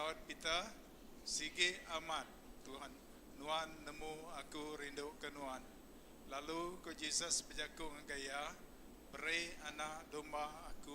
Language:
Iban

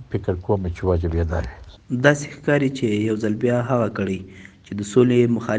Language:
Pashto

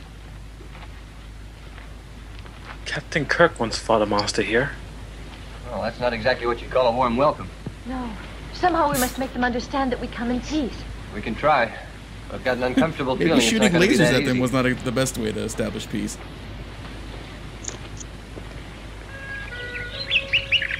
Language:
English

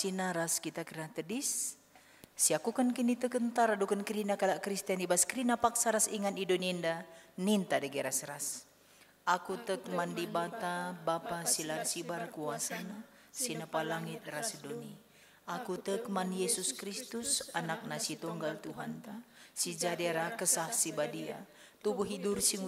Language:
Batak Karo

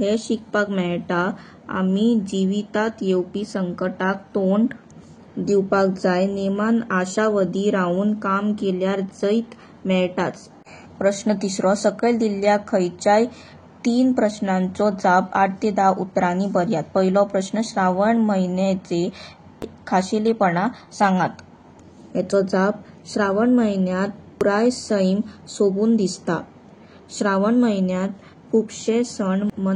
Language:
Konkani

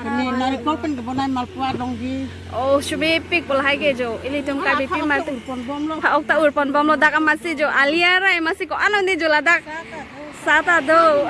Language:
Karbi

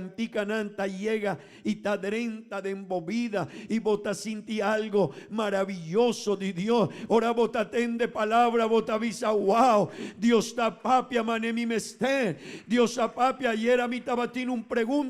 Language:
Papiamento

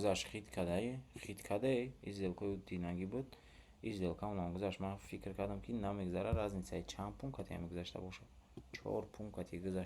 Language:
Tajik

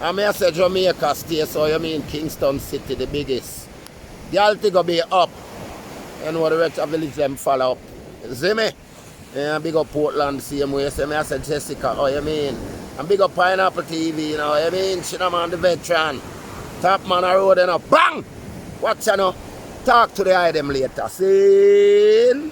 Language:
Jamaican Creole English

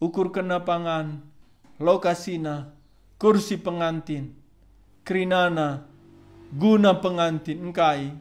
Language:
Batak Karo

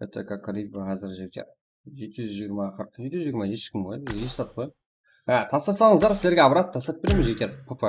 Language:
Kara-Kalpak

